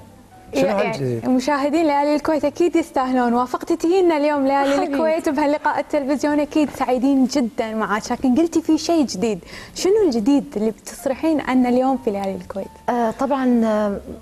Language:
Gulf Arabic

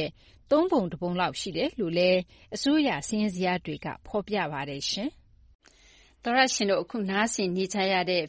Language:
Burmese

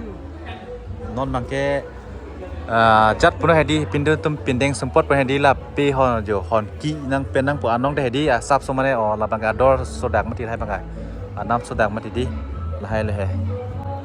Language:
Karbi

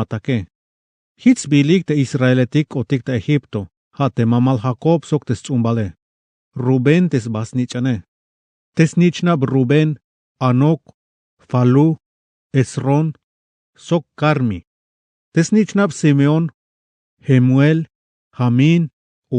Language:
Tzeltal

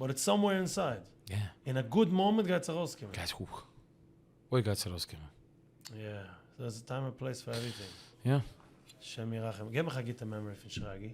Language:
Yiddish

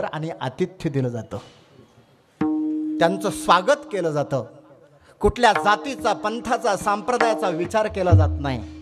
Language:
Marathi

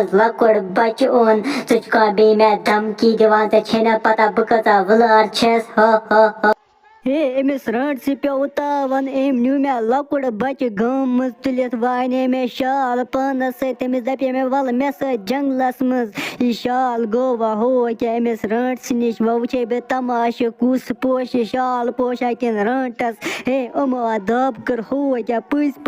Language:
Kashmiri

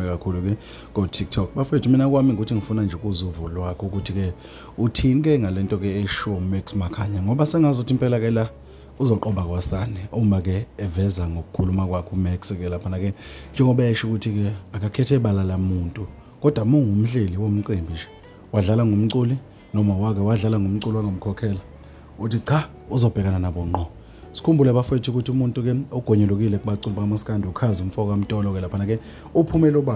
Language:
Zulu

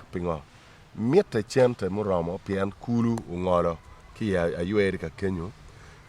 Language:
Acoli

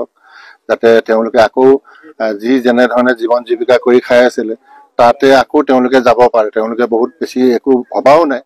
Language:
Assamese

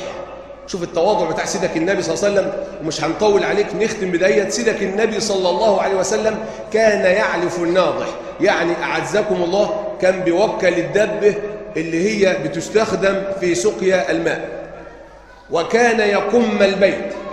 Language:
Egyptian Arabic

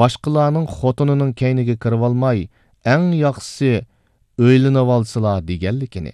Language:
Uyghur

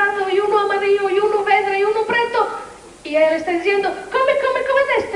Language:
Ladino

